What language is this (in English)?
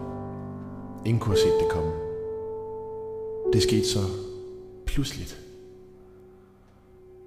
Danish